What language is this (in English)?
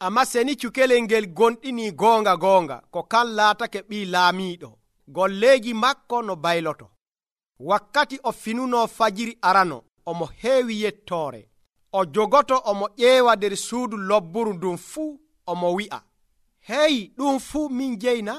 Nigerian Fulfulde